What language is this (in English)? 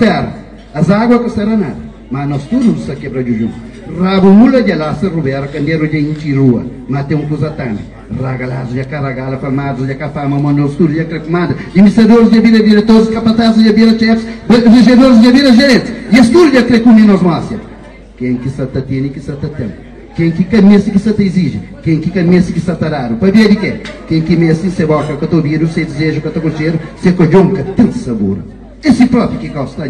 Kabuverdianu